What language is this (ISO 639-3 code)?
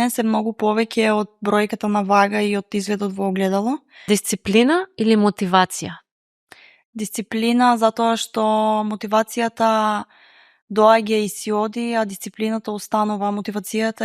mkd